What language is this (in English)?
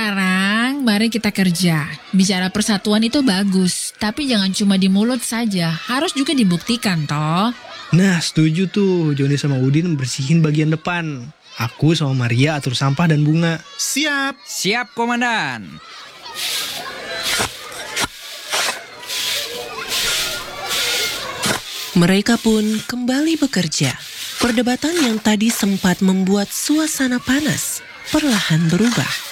Indonesian